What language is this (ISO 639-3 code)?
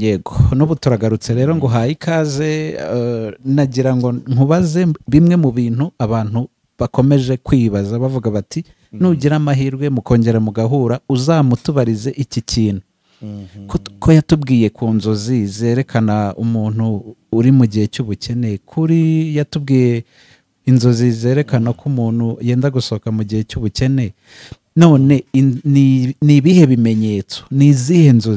kin